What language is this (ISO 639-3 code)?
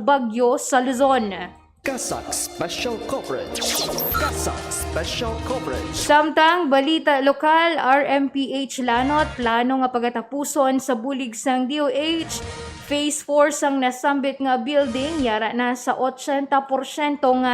hil